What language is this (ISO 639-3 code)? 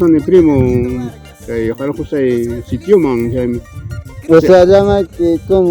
quy